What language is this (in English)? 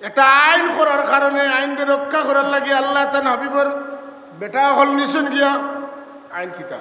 Sylheti